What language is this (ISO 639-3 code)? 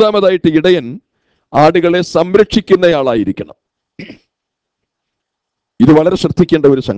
mal